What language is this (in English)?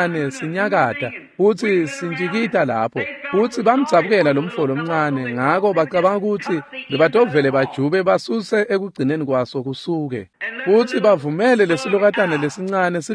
Swati